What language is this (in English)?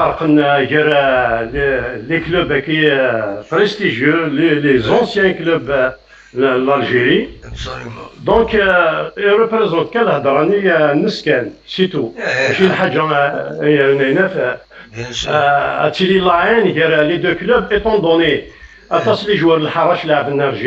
Kabyle